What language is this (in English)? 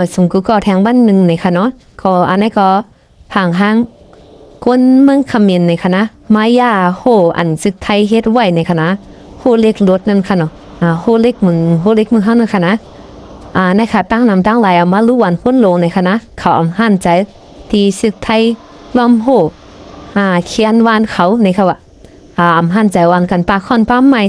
Shan